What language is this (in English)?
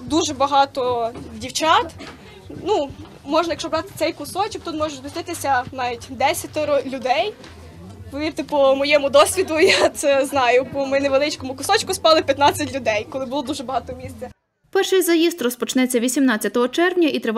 Ukrainian